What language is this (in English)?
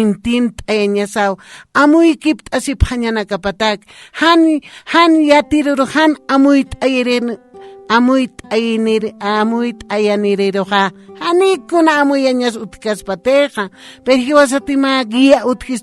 Aymara